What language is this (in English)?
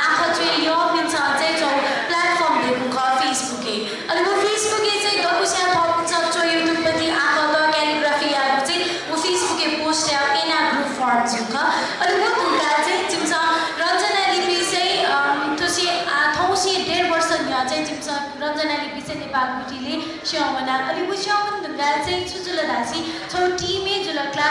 Newari